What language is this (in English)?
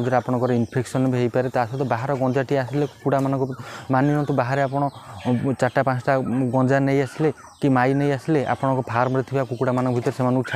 Odia